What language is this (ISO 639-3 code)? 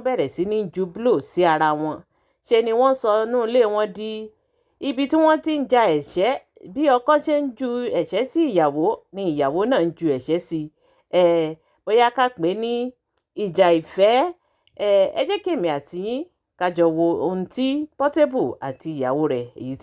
yor